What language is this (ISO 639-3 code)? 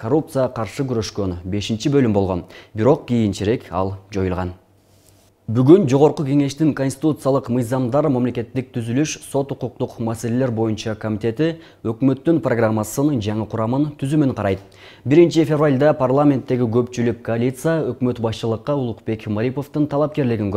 kir